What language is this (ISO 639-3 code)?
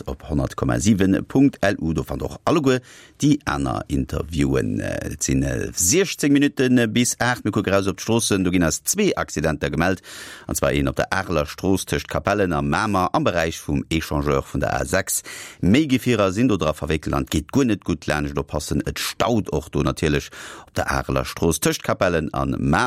ltz